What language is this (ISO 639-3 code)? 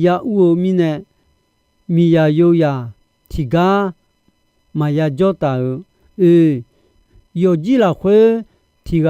ahk